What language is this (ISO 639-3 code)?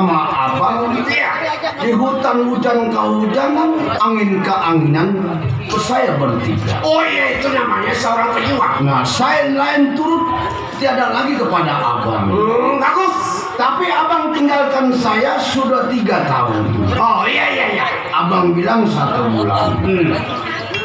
bew